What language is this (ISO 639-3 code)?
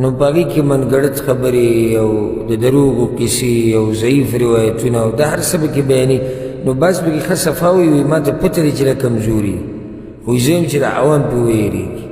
pus